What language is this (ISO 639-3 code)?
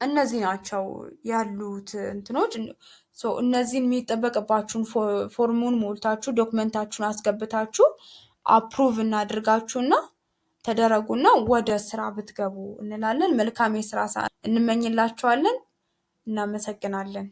amh